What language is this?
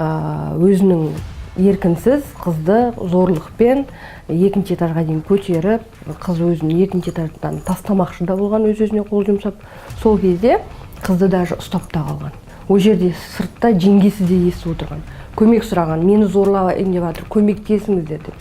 Kazakh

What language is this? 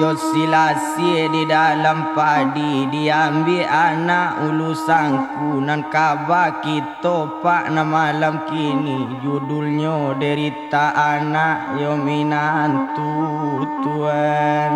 Minangkabau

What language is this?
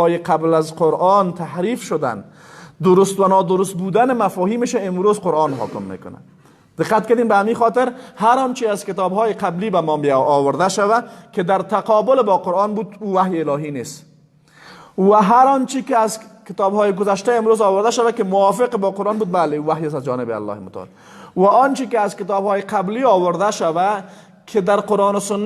Persian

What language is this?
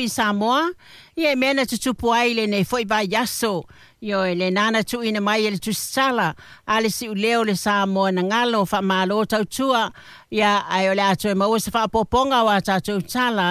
Samoan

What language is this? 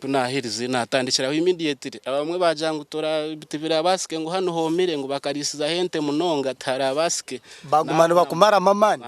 Nyankole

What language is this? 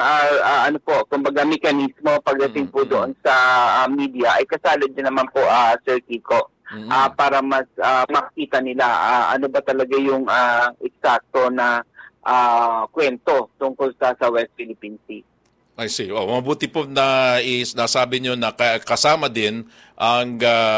Filipino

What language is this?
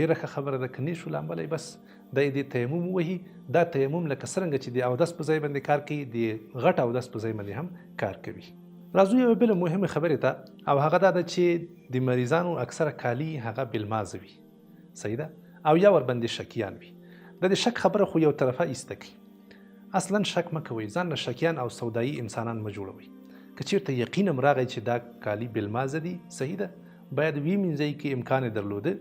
Pashto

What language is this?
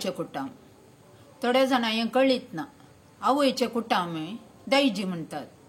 Konkani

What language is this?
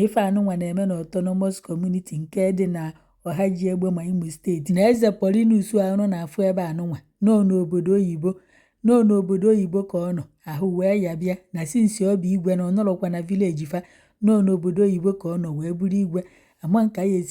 Igbo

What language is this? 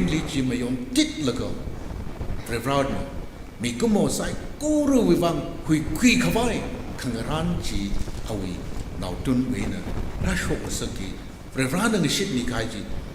Tangkhul Naga (India)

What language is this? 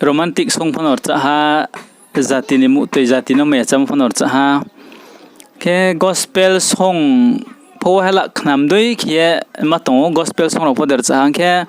Riang (India)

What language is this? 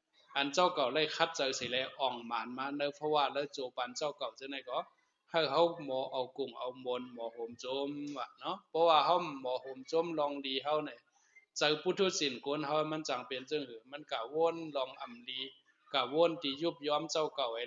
Shan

